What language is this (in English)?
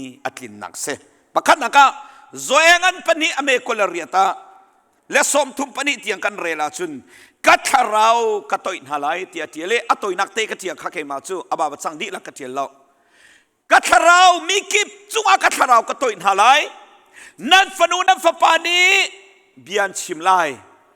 Hakha Chin